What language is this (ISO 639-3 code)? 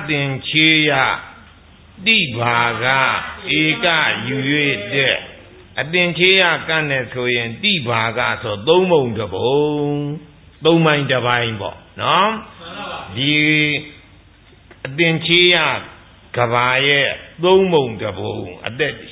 mya